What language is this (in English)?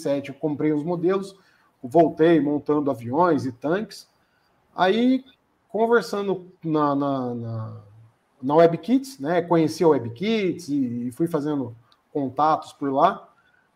Portuguese